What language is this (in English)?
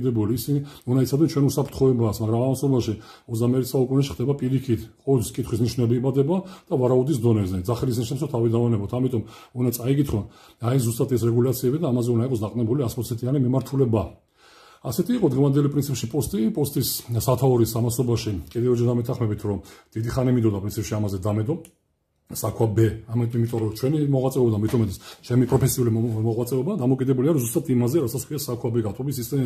Georgian